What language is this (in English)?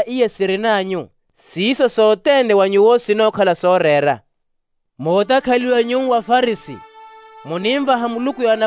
Makhuwa